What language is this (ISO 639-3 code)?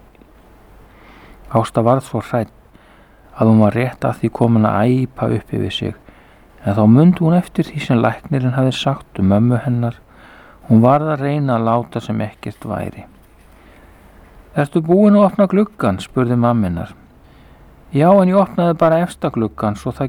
isl